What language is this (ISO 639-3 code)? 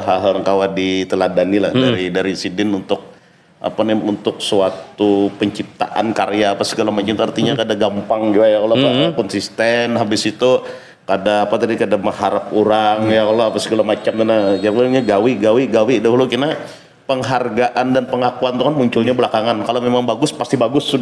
bjn